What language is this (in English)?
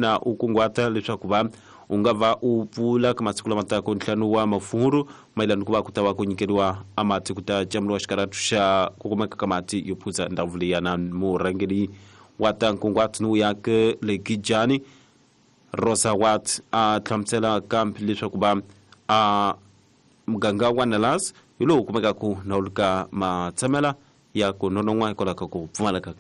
Tsonga